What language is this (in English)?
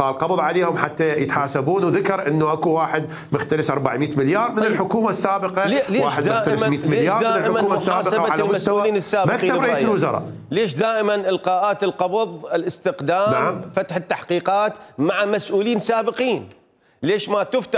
Mesopotamian Arabic